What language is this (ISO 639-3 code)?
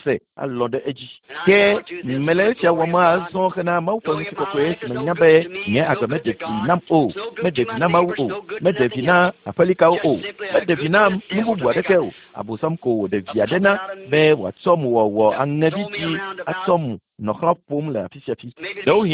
ewe